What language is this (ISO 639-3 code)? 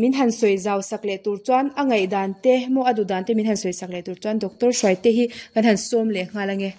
lus